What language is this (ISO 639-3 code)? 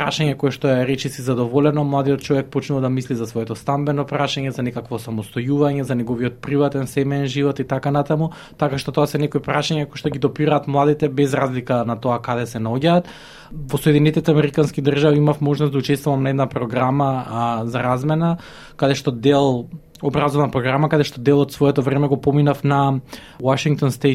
mkd